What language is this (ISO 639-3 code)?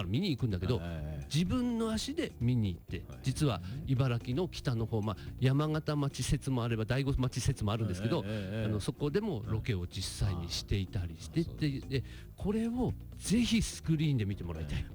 jpn